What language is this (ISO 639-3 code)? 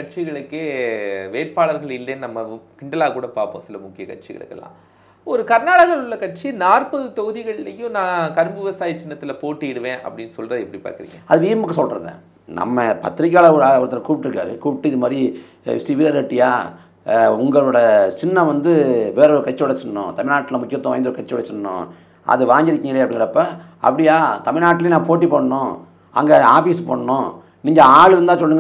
tam